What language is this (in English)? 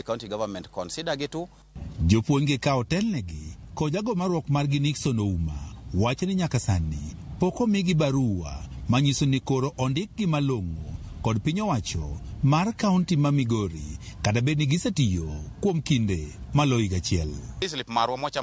Luo (Kenya and Tanzania)